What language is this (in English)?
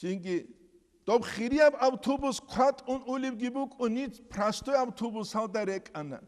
Avaric